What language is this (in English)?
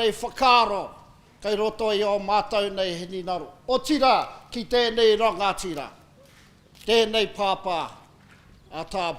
Māori